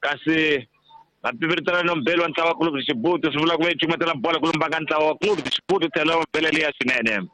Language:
Tsonga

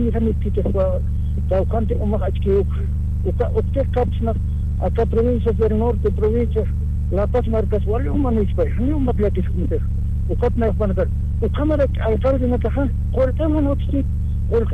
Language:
Aymara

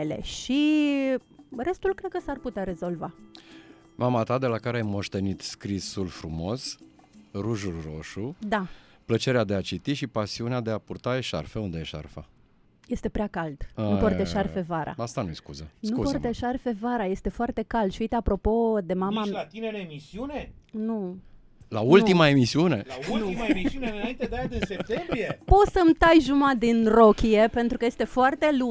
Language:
Romanian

